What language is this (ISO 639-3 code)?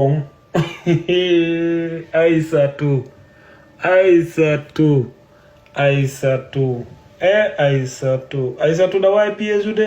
ful